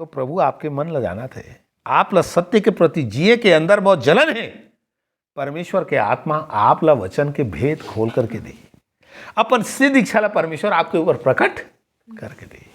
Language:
Chhattisgarhi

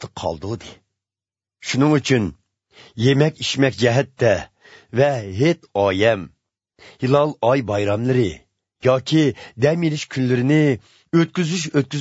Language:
Uyghur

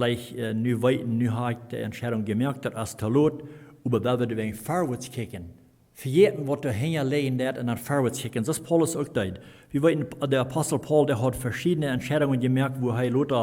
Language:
Plautdietsch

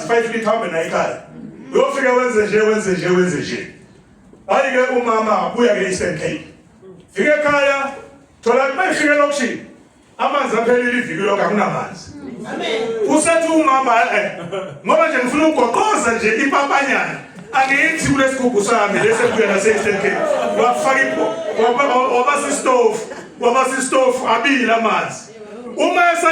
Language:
Zulu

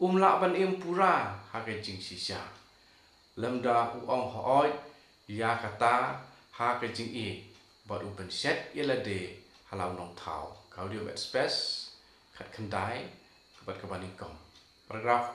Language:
Khasi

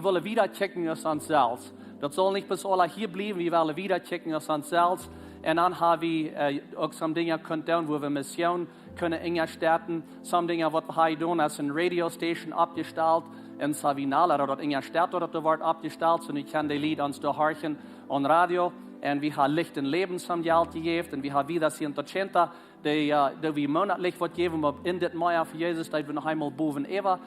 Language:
Plautdietsch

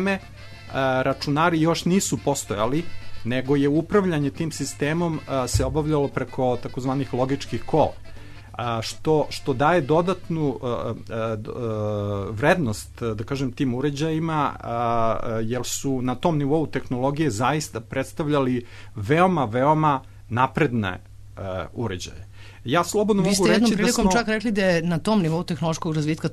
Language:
Serbian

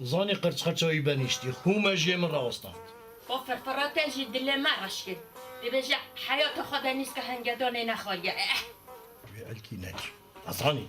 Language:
Kurdish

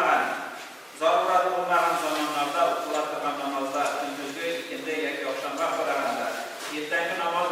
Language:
Tatar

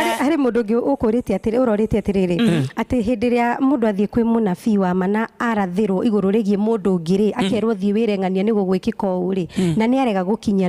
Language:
Kikuyu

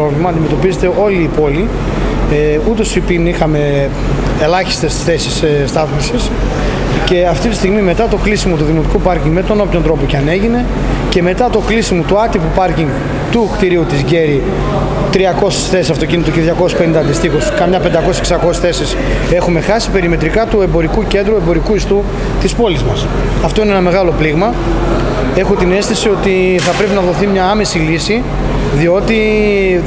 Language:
Greek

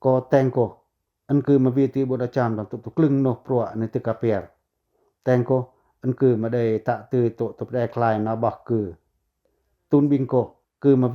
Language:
Pacoh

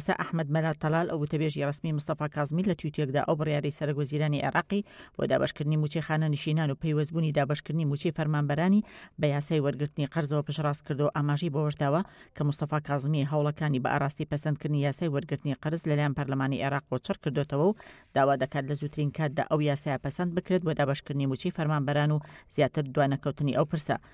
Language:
Central Kurdish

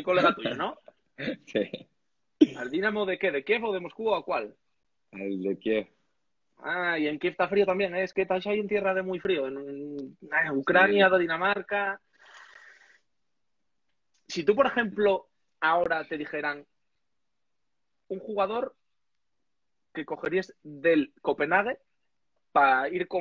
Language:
Spanish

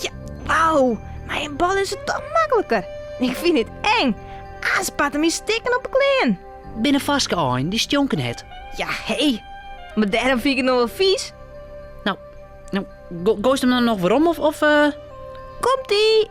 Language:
Western Frisian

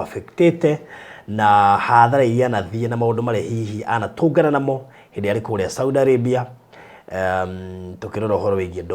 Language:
Kikuyu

